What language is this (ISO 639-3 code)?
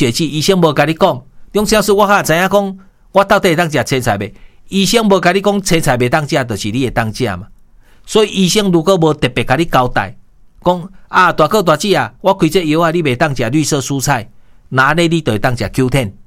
nan